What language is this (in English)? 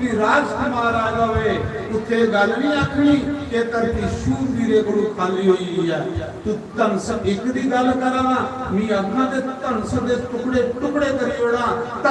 Dogri